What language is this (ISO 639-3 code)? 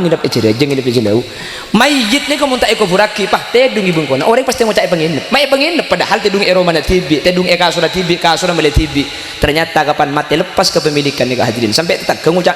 mad